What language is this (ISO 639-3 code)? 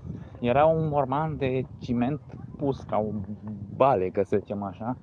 ron